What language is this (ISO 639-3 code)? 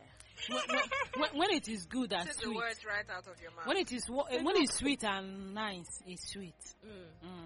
eng